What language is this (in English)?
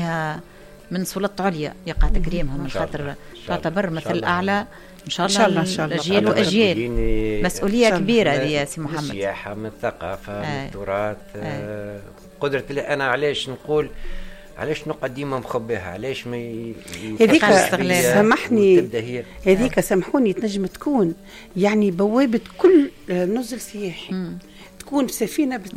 Tunisian Arabic